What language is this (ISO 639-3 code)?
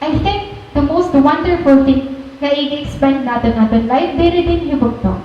war